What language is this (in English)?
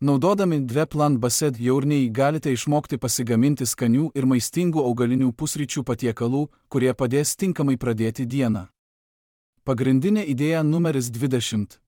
Lithuanian